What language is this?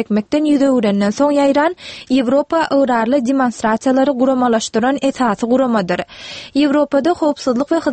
Turkmen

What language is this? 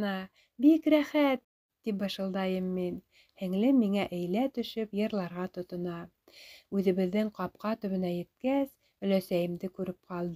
Bashkir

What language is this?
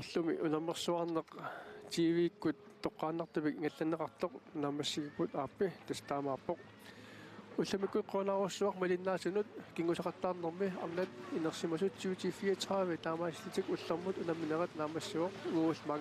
Kalaallisut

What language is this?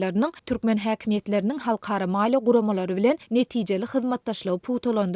Turkmen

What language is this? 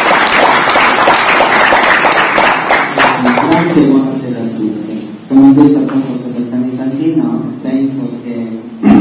Italian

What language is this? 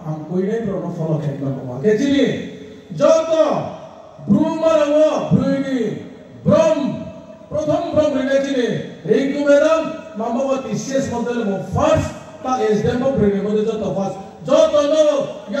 Riang (India)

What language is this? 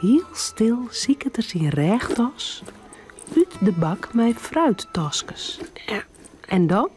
Western Frisian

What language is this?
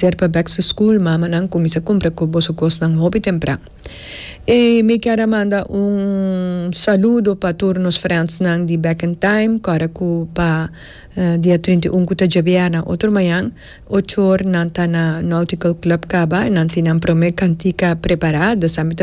Papiamento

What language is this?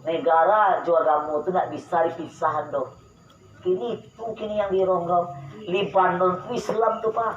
Minangkabau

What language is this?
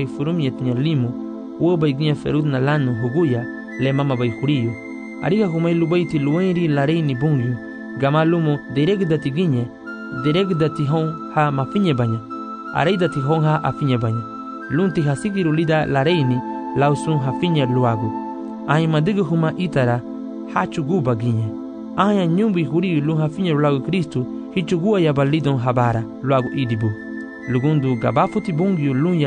Garifuna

